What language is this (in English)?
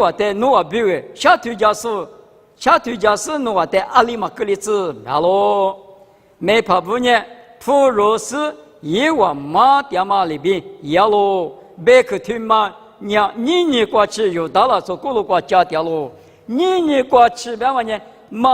Lisu